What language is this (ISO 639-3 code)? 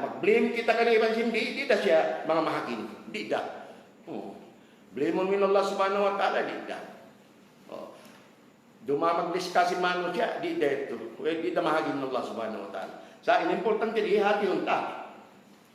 tsg